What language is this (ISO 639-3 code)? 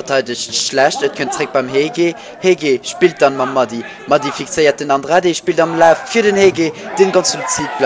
ltz